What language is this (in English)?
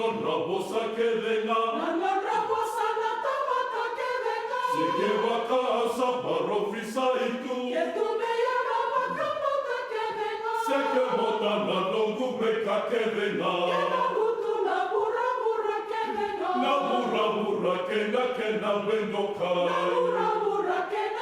Fijian